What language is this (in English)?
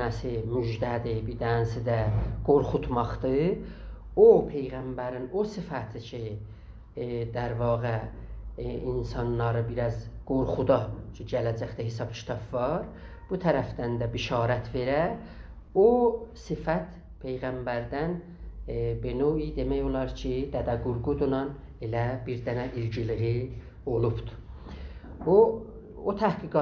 South Azerbaijani